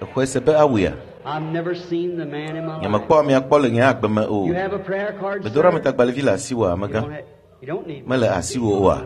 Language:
Ewe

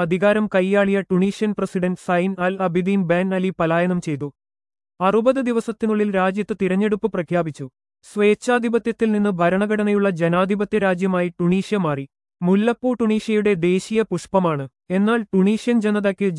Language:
Malayalam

